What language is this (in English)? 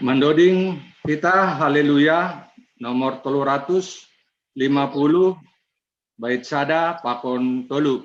Batak Simalungun